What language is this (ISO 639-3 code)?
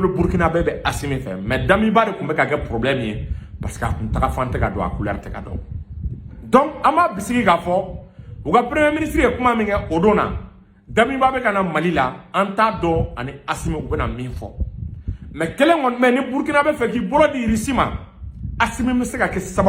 bam